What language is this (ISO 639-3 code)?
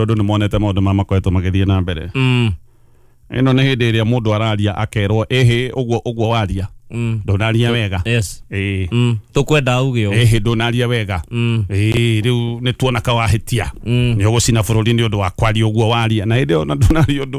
kik